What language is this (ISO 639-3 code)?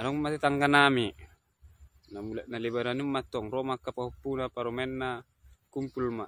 bbc